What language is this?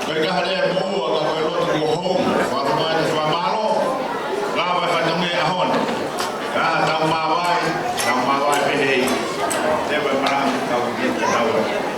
Tongan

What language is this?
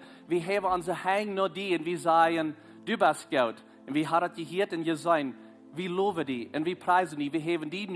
Plautdietsch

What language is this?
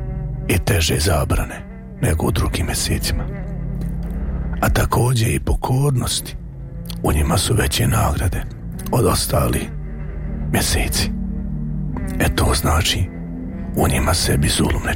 Bosnian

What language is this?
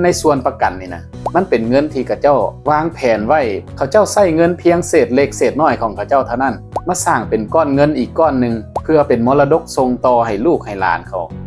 Lao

